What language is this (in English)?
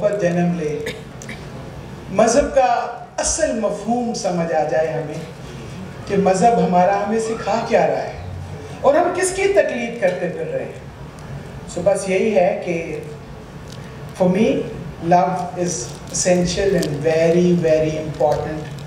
Urdu